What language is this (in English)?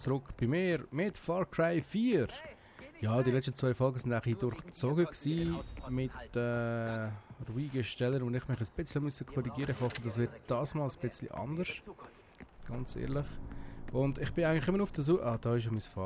Swiss German